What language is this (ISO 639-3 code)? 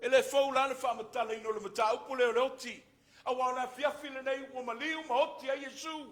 smo